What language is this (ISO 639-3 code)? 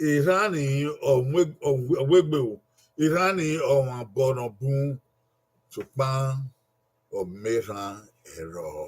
bin